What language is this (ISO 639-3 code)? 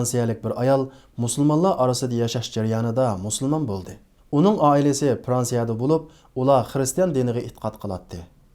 uig